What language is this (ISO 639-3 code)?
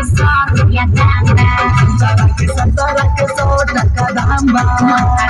bho